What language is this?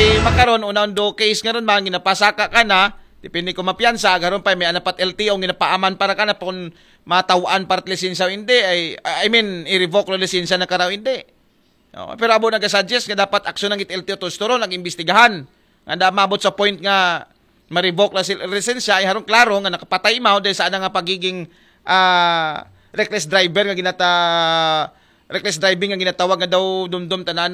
Aklanon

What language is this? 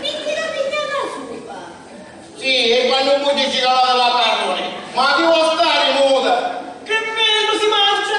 Sicilian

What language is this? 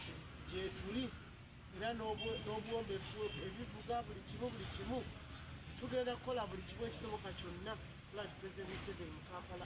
Ganda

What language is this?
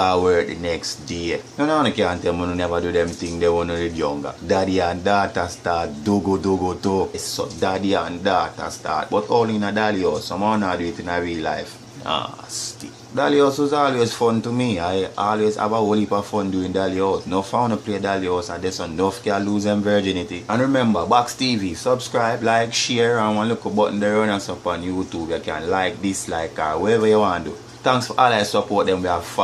Jamaican Creole English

